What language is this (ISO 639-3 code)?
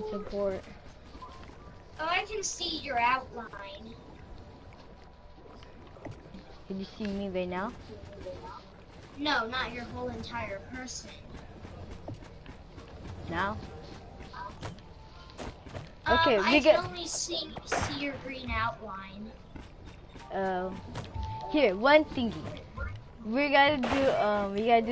eng